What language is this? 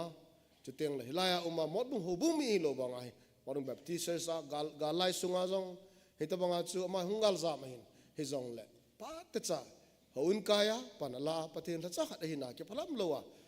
Thado Chin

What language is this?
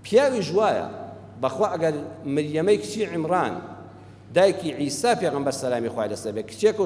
Central Kurdish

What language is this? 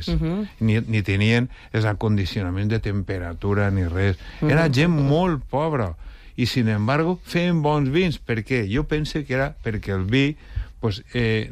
Catalan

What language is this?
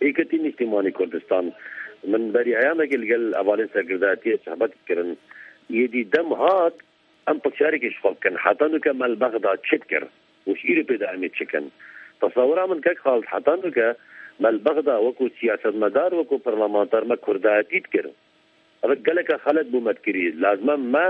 Kurdish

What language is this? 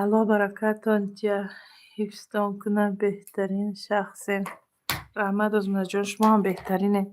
Tajik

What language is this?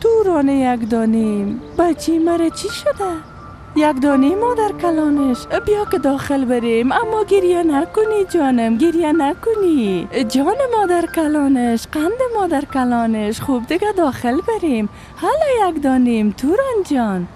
Persian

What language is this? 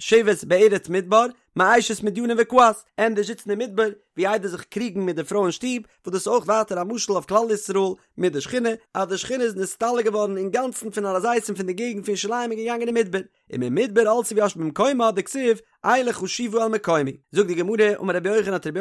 Yiddish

